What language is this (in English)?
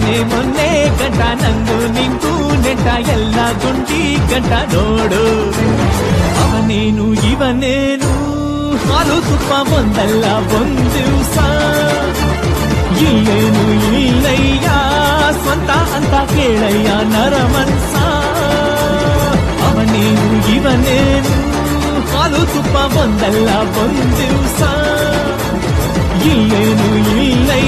Kannada